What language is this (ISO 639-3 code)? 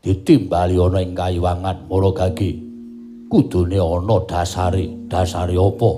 jav